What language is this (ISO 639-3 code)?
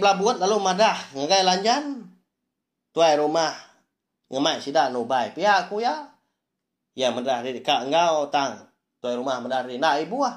iba